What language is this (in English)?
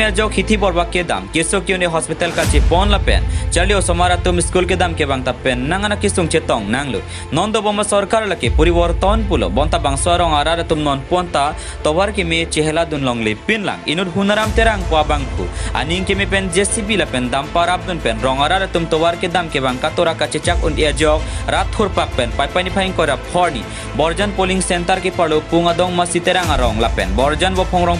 Karbi